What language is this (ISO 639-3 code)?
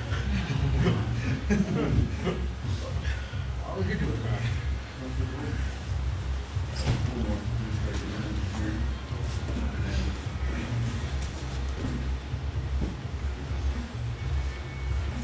eng